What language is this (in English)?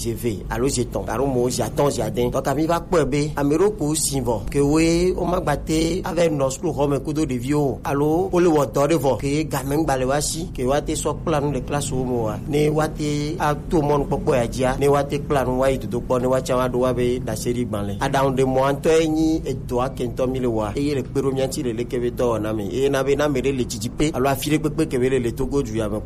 Gen